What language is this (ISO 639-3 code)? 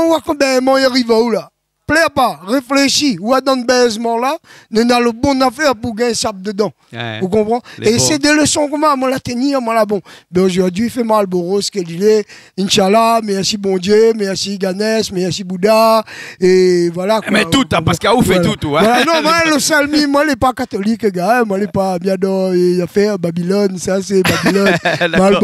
rcf